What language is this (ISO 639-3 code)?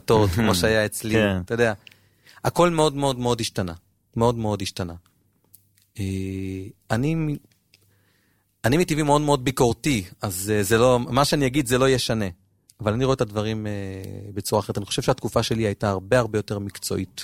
heb